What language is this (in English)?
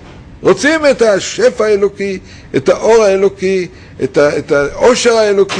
Hebrew